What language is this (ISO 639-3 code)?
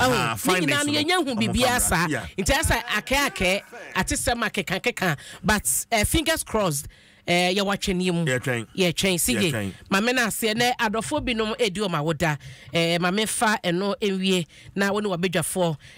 aka